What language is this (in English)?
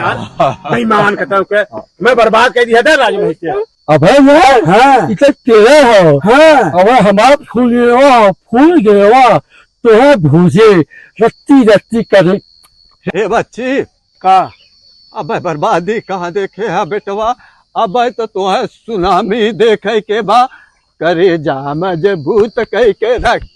Awadhi